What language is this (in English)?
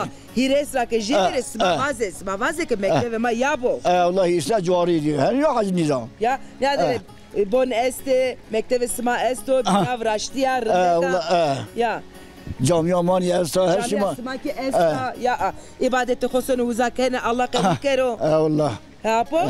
Zaza